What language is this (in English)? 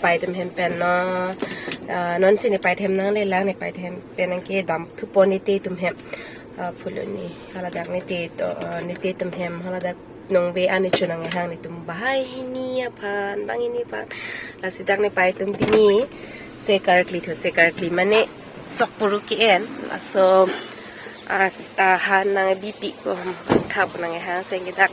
Karbi